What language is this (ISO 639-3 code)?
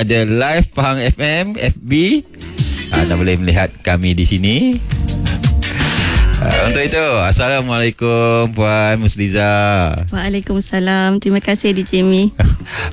msa